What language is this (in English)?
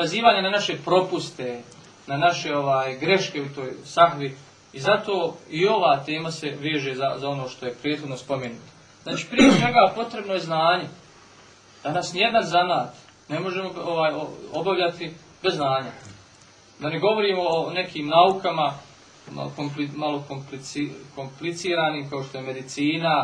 Bosnian